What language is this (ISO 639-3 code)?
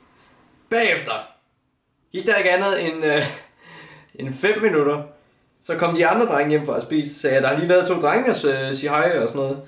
dan